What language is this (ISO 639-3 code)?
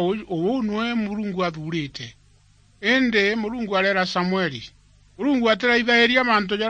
mer